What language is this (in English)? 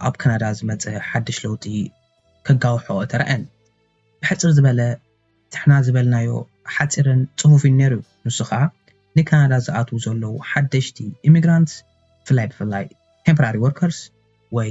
Tigrinya